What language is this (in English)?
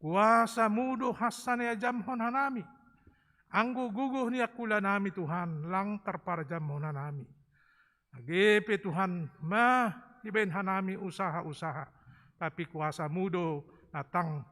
Batak Simalungun